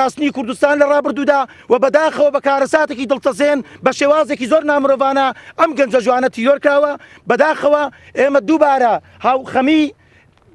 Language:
Central Kurdish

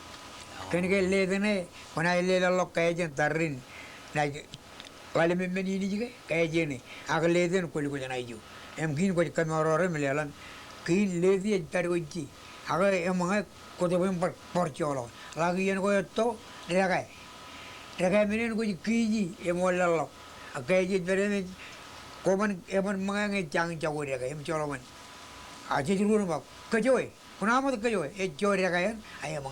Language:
Marshallese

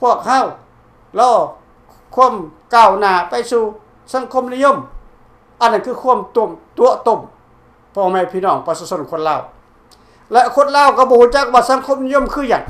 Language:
Lao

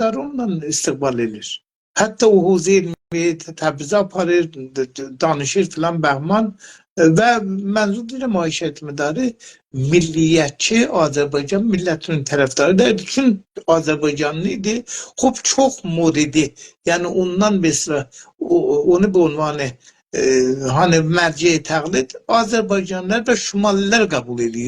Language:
South Azerbaijani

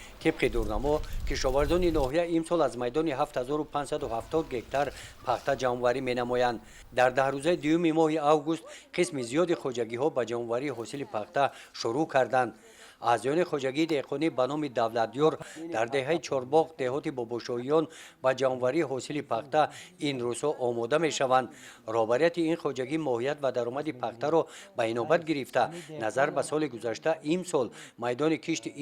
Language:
Tajik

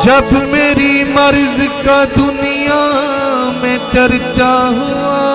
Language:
Saraiki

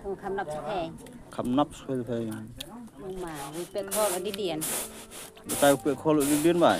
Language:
Khasi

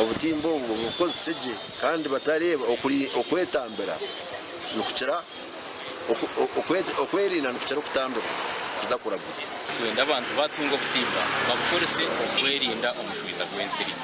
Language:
Nyankole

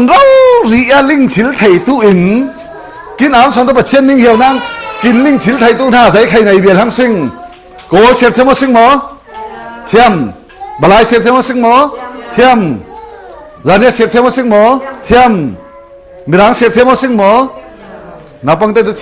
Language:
Falam Chin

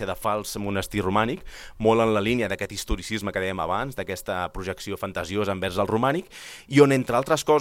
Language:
Catalan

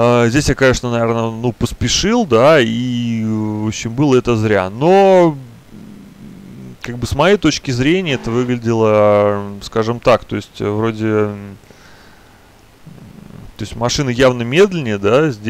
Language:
Russian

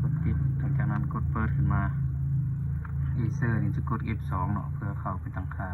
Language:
Lao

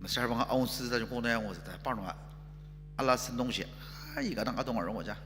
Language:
Ao Naga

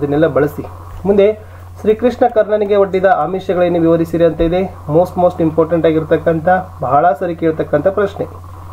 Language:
Kannada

